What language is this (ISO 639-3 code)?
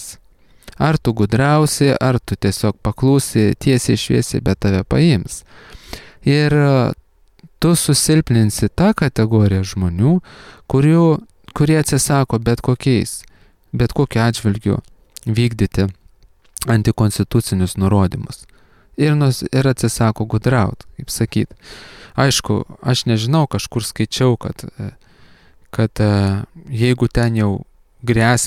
lit